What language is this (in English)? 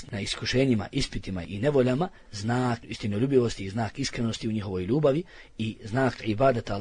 Bosnian